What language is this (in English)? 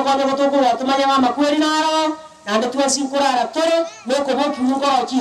Gusii